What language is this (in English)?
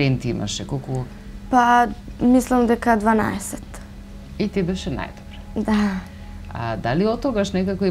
Macedonian